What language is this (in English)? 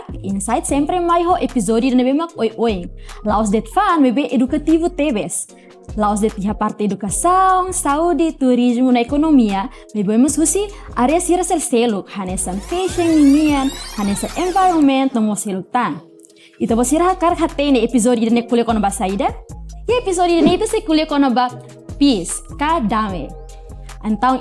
Tetum